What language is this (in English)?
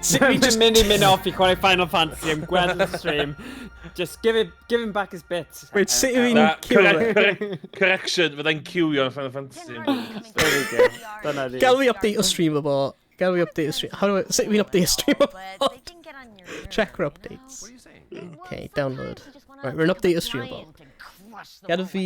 Welsh